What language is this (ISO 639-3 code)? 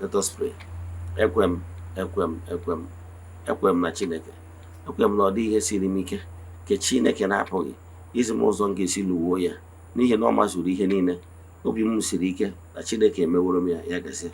ibo